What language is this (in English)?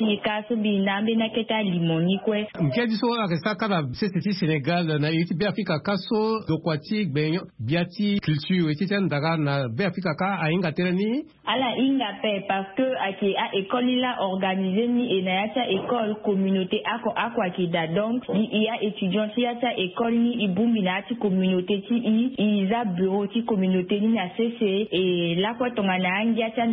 Sango